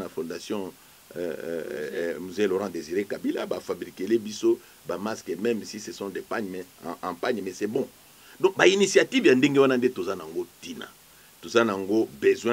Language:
Lingala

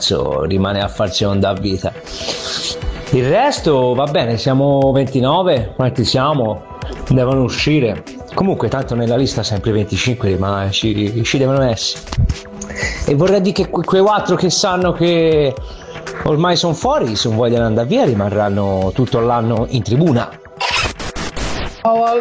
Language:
Italian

